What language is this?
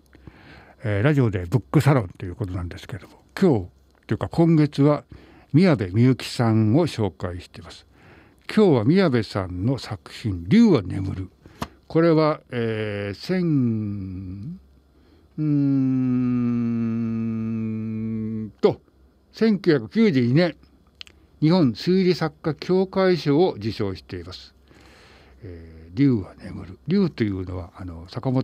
Japanese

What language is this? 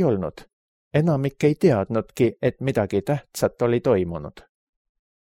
Estonian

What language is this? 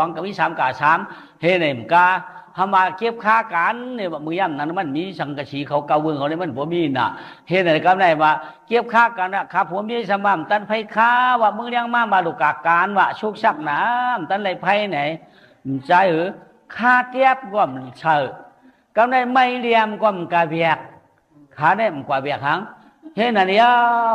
Shan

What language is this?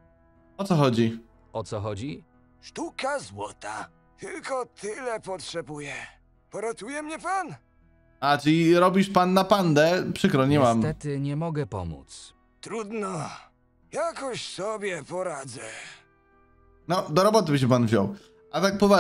Polish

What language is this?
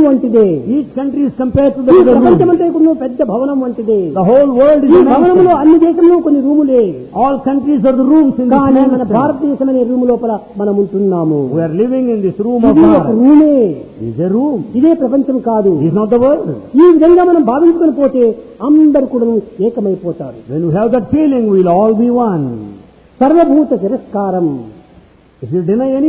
Telugu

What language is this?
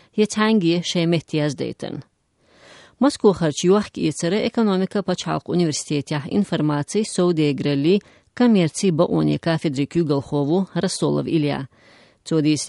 Chechen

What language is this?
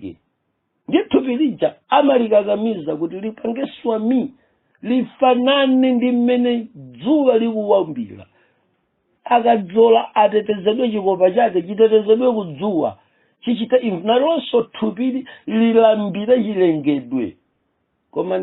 Nyanja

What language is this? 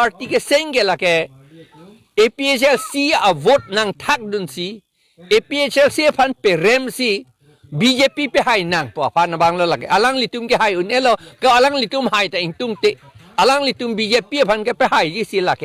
Karbi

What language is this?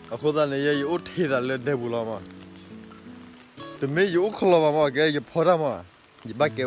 S'gaw Karen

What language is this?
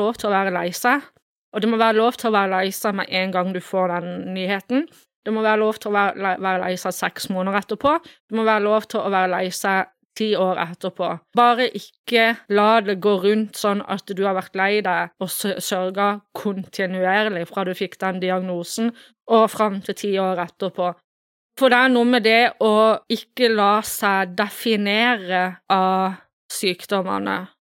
Norwegian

